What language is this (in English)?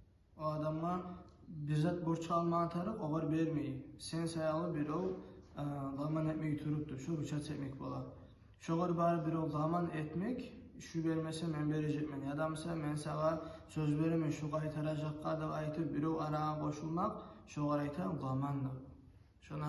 Kumyk